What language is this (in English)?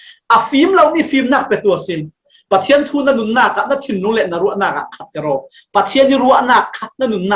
Falam Chin